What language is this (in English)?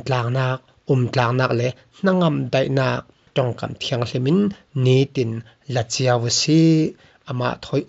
Falam Chin